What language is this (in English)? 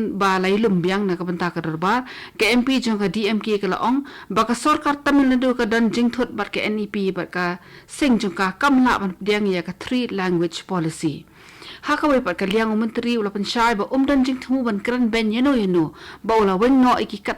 Khasi